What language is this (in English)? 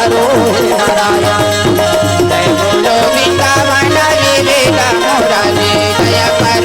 Chhattisgarhi